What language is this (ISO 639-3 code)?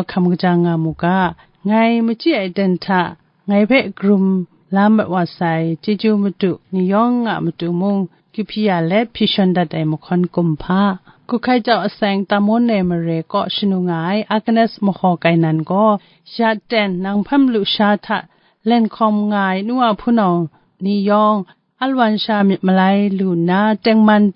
kac